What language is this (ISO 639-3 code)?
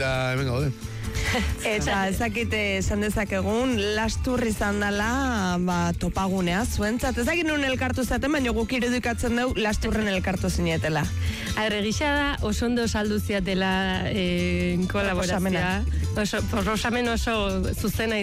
eus